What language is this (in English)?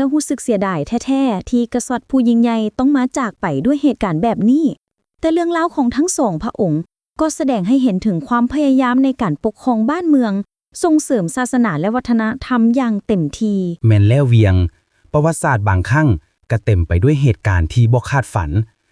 Lao